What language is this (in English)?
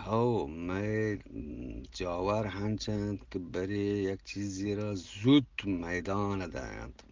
Eastern Balochi